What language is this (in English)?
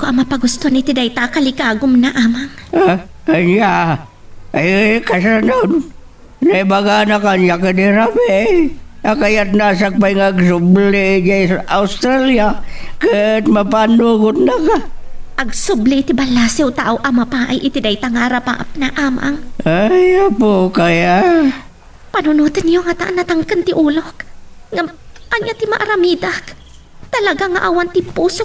Iloko